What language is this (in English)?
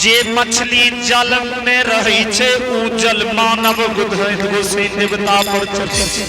Angika